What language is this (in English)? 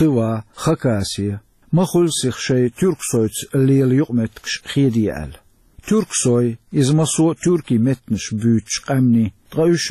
Chechen